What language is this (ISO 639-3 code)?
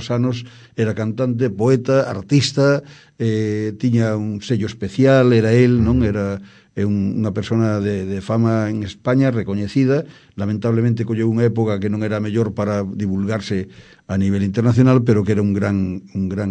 glg